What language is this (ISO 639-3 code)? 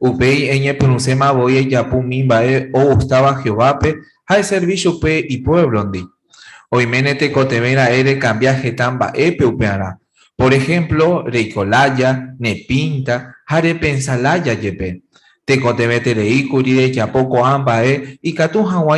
grn